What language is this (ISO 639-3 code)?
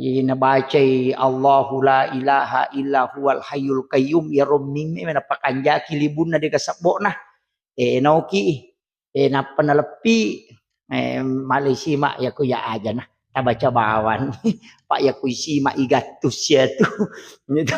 bug